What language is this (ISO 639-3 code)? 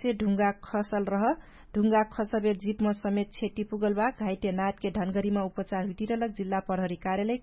thl